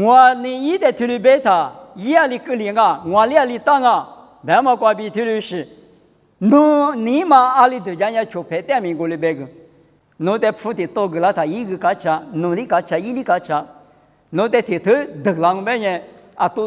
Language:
Lisu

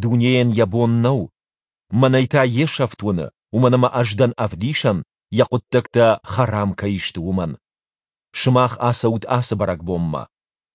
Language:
Ossetic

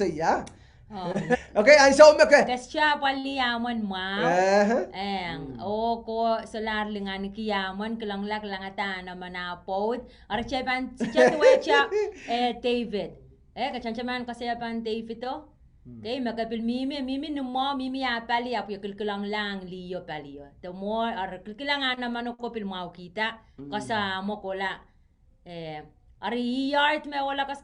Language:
Pohnpeian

